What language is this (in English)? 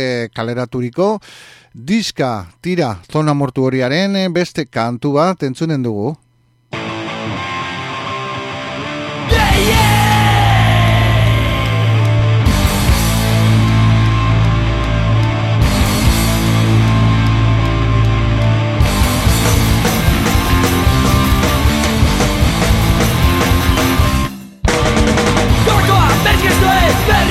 Basque